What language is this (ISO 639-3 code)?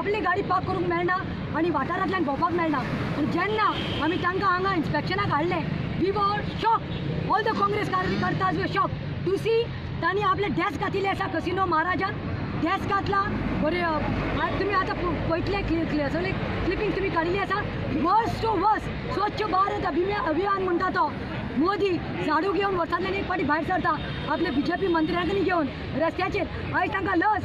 kok